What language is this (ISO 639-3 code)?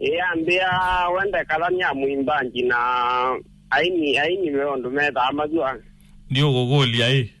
kam